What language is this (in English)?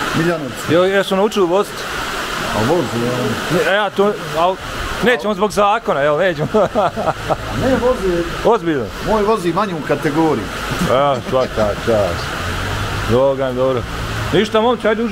Bosnian